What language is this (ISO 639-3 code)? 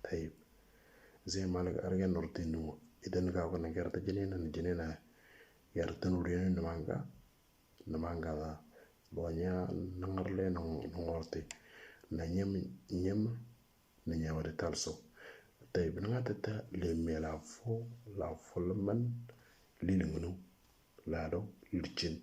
mor